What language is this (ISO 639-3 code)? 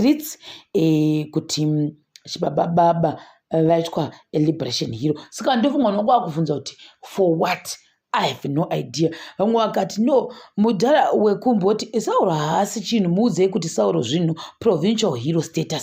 sna